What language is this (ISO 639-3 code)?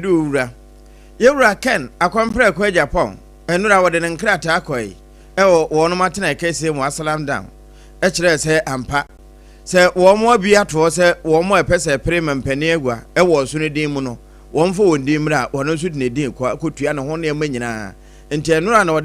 aka